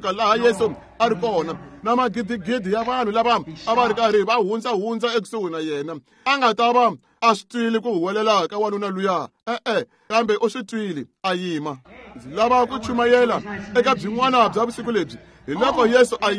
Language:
Tsonga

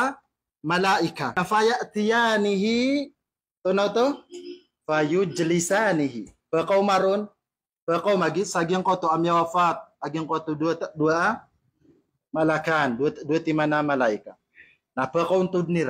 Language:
Maranao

